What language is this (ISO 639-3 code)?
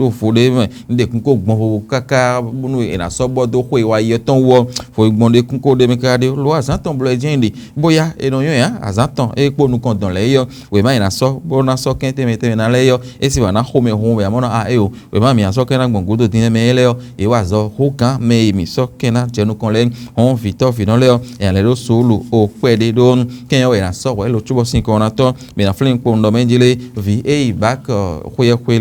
fon